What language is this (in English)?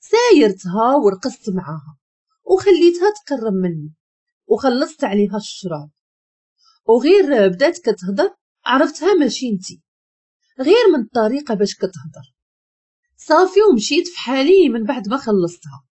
Moroccan Arabic